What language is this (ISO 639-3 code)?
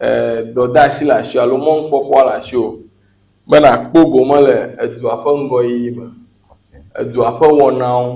ewe